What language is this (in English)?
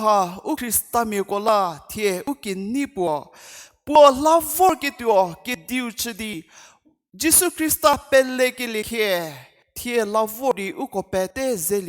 Angami Naga